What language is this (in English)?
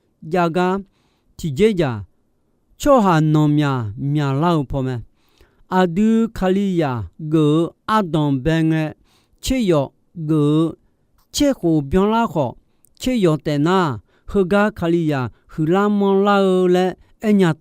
Akha